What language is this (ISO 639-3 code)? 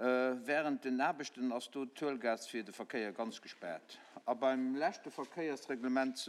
ltz